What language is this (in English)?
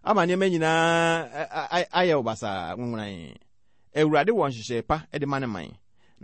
Akan